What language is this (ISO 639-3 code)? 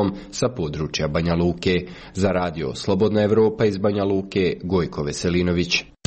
srp